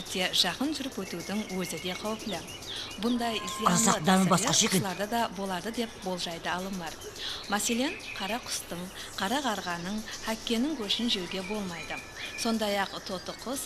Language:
Kara-Kalpak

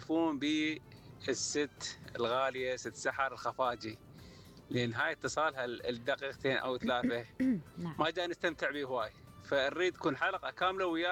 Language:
Mesopotamian Arabic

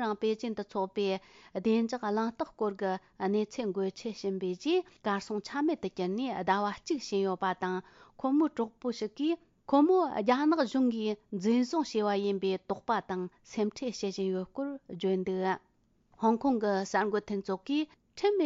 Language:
Tibetan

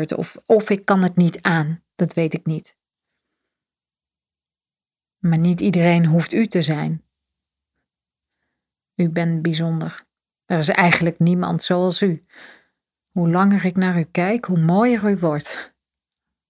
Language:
Dutch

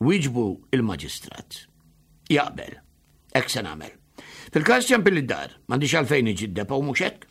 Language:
Maltese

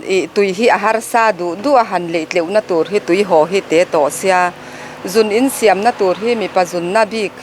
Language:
Mizo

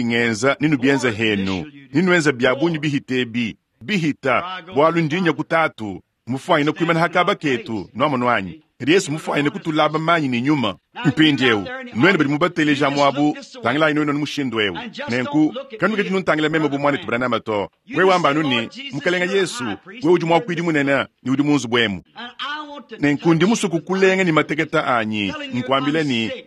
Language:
Luba-Lulua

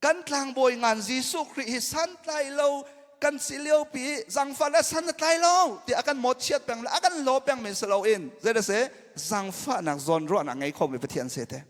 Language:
Hakha Chin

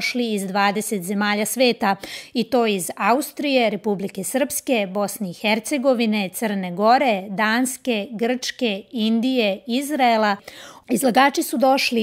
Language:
Serbian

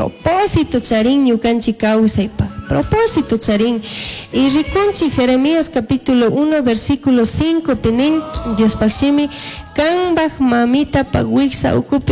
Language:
Chimborazo Highland Quichua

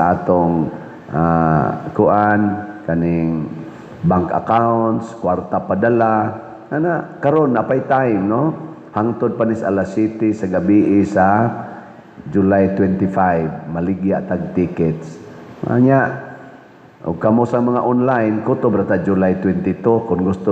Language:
Cebuano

